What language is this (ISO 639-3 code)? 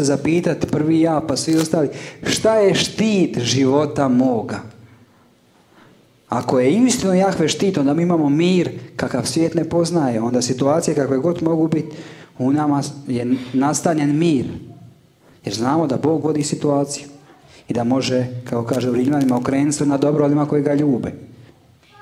hrv